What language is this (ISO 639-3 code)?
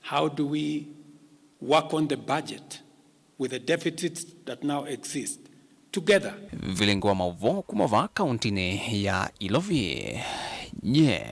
kam